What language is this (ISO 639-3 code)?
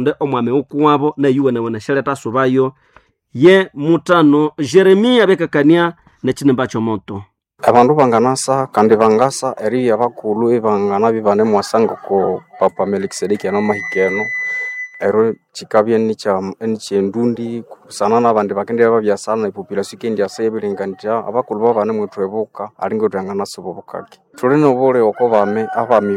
nnb